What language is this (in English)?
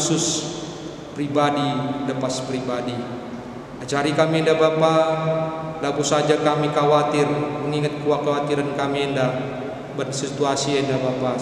Batak Karo